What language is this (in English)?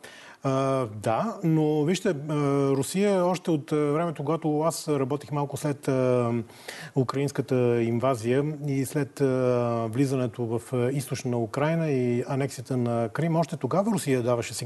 Bulgarian